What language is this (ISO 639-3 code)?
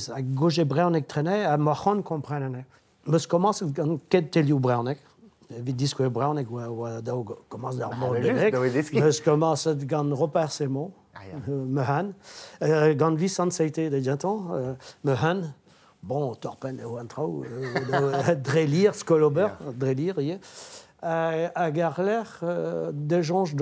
bre